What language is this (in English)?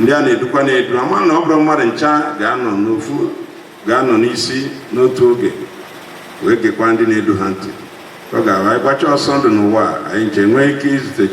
Igbo